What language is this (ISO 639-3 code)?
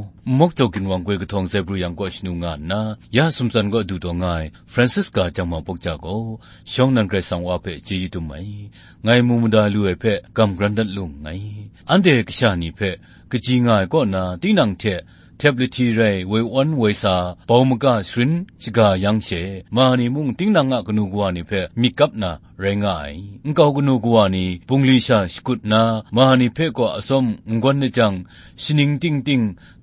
kac